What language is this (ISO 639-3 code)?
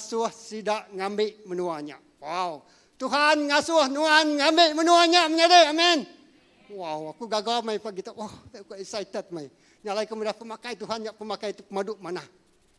iba